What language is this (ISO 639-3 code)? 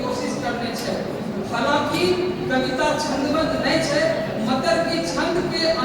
anp